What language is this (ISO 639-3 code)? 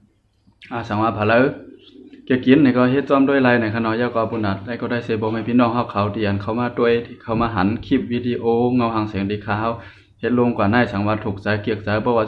shn